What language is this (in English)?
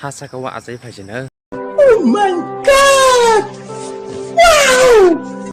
Kok Borok